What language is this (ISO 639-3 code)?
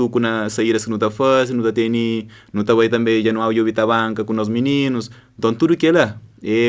kea